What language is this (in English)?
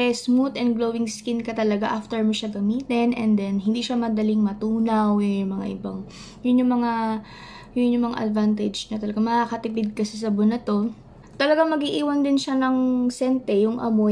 Filipino